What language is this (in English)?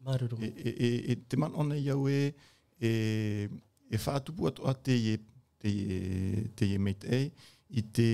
Tahitian